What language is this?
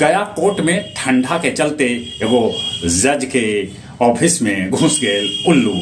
Magahi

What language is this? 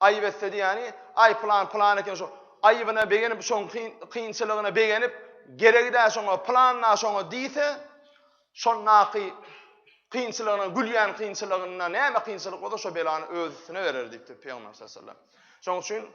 Turkmen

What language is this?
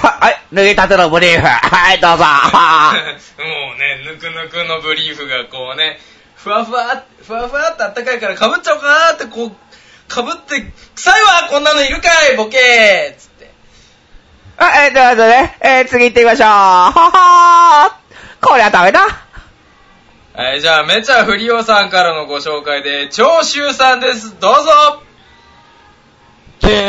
Japanese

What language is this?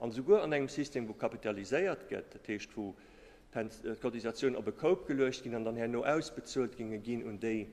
Luxembourgish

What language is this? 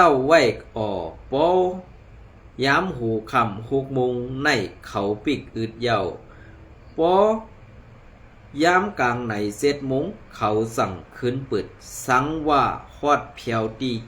Shan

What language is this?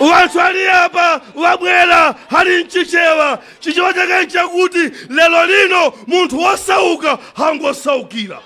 Nyanja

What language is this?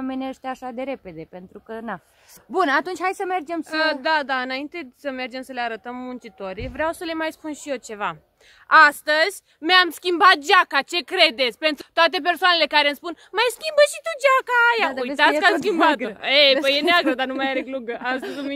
Romanian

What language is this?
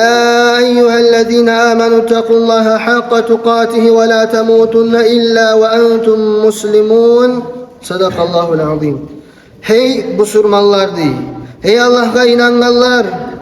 Kumyk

